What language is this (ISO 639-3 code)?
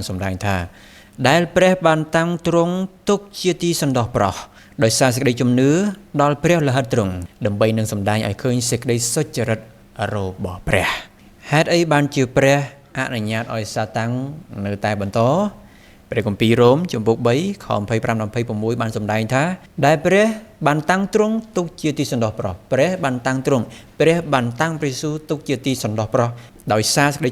khm